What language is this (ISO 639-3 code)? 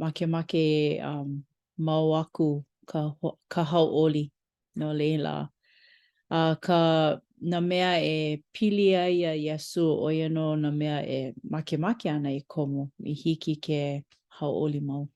haw